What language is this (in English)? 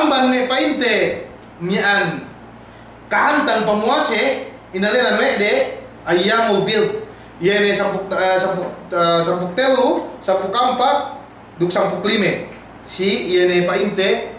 Yakan